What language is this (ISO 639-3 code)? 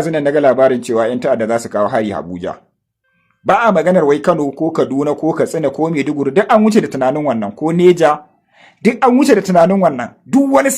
hau